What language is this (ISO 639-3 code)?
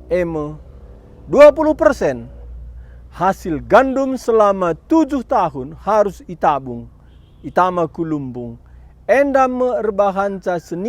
btx